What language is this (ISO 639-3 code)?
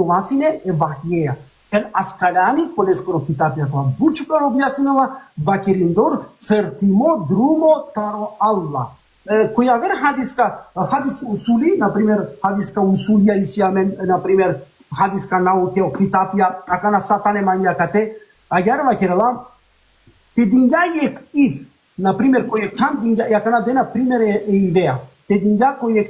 rmn